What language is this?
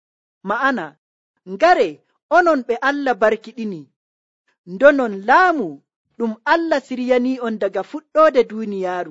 Nigerian Fulfulde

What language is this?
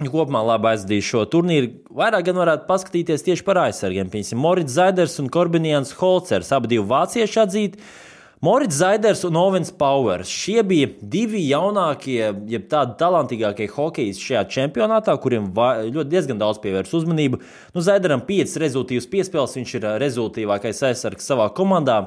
Latvian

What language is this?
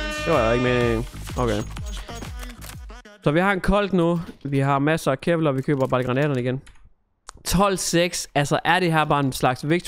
Danish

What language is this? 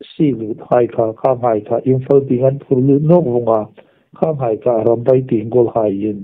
Hmar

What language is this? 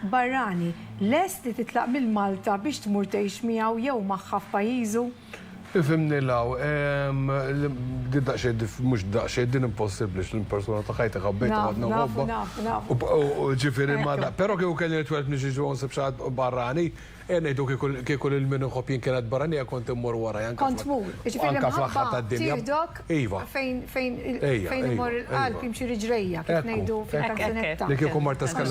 Maltese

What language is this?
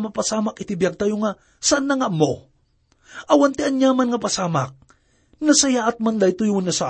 Iloko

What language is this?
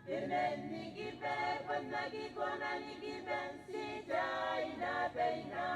Gilbertese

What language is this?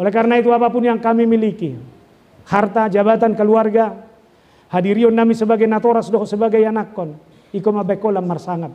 Batak Toba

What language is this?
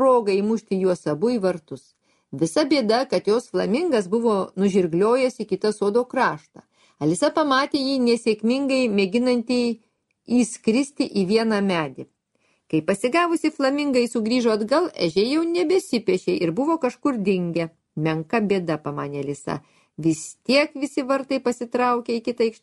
Lithuanian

